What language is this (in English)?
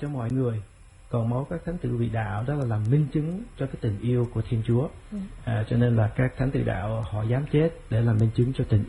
Vietnamese